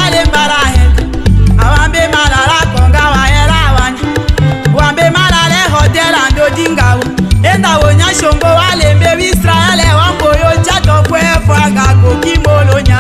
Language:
Tetela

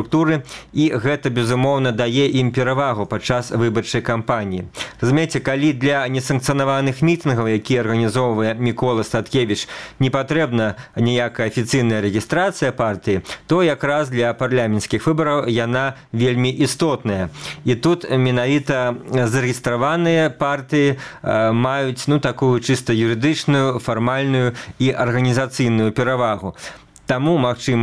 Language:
Belarusian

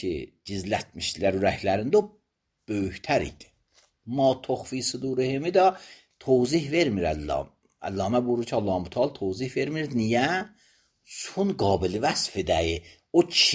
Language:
Azerbaijani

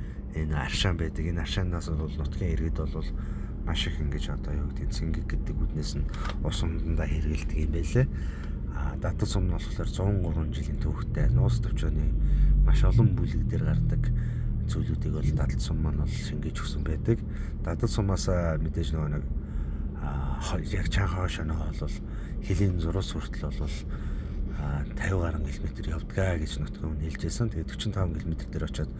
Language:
Mongolian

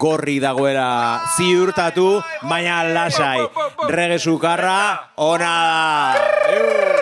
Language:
Basque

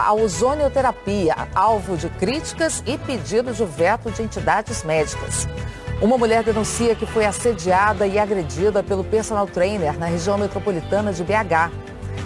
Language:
Portuguese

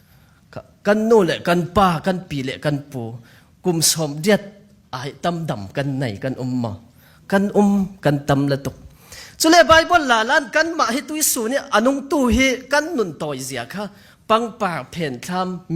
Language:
Falam Chin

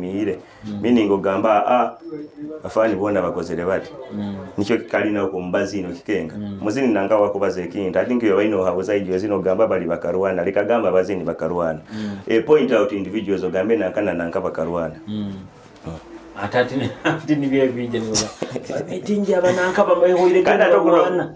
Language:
Nyoro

